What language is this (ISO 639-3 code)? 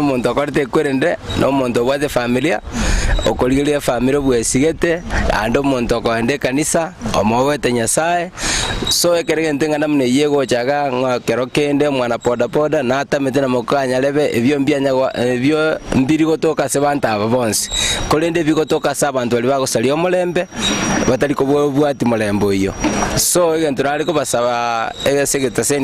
guz